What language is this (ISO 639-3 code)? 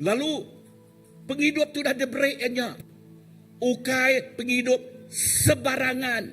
iba